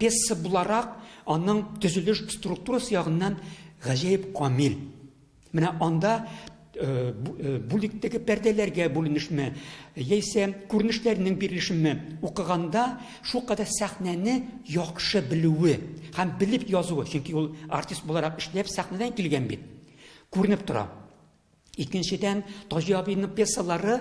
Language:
Tatar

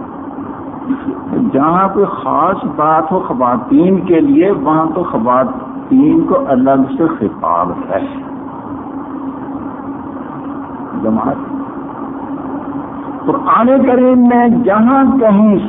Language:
Urdu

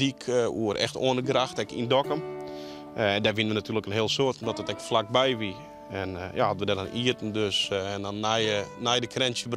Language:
Western Frisian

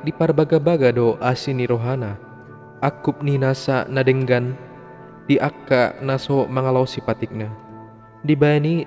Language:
Batak Toba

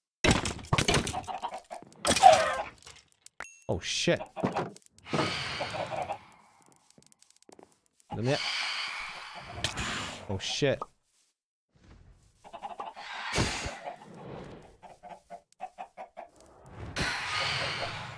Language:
Polish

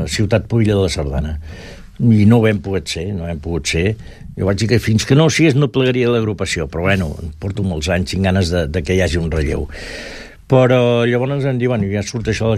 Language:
Catalan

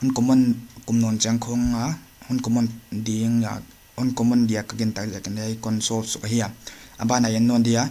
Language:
Paite Chin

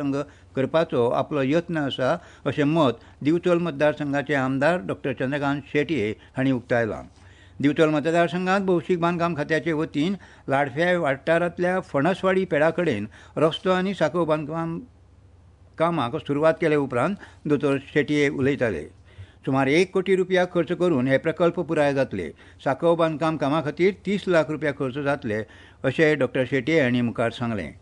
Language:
Konkani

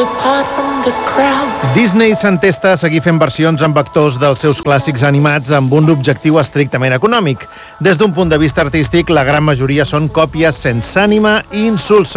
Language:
Catalan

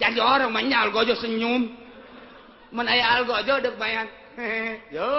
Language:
Sundanese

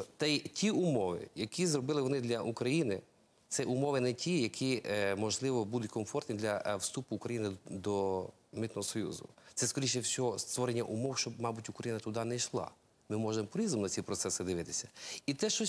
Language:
Ukrainian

